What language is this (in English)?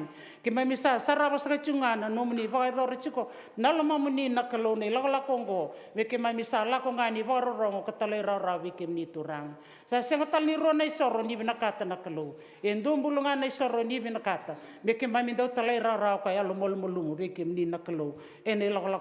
Fijian